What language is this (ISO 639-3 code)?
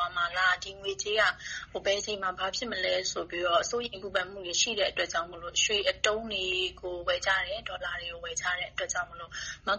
mya